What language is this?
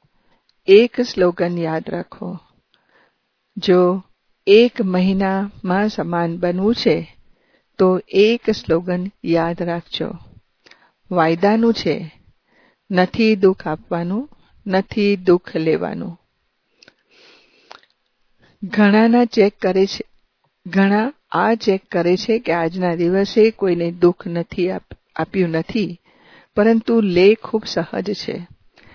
Gujarati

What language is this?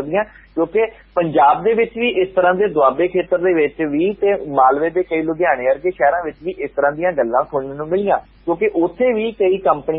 Punjabi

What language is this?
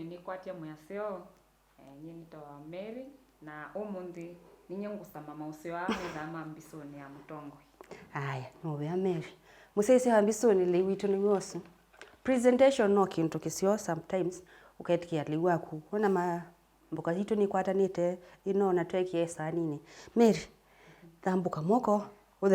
Kamba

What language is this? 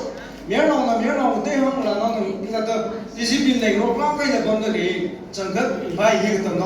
Tangkhul Naga (India)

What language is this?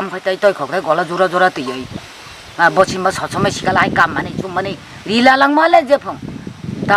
Kok Borok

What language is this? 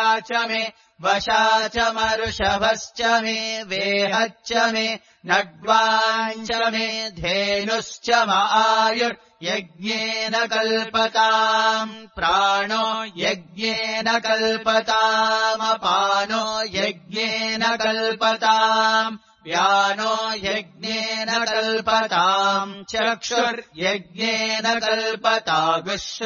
Sanskrit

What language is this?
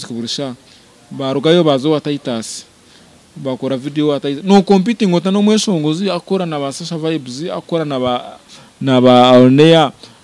Nyankole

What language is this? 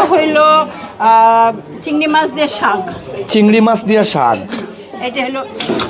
Sylheti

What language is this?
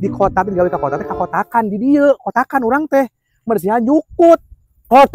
Sundanese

